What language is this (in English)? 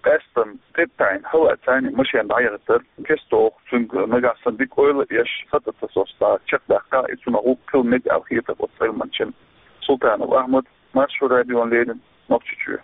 Chechen